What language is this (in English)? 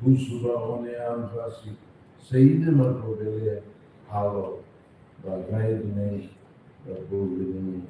Tetum